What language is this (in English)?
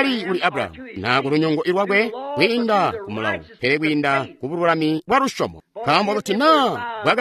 Tonga (Zambia)